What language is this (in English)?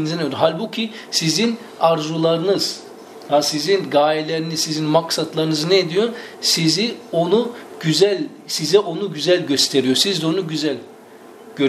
Turkish